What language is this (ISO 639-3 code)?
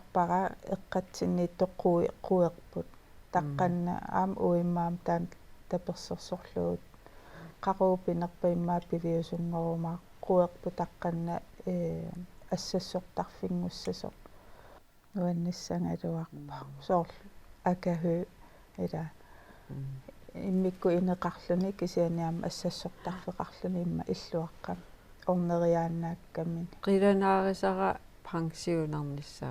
kal